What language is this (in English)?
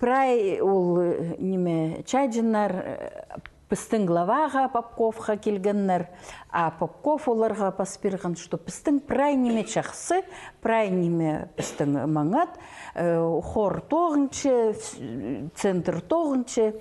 Khakas